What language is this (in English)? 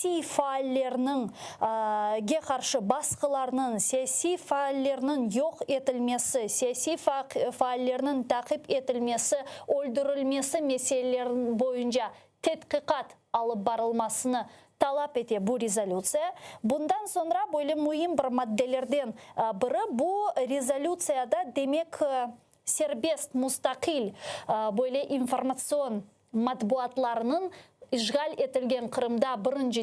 Crimean Tatar